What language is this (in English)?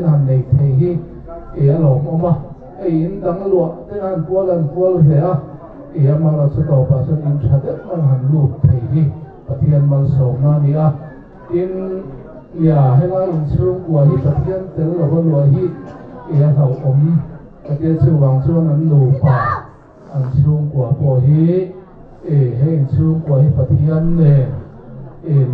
Mizo